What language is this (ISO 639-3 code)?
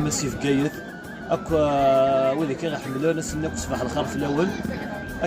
kab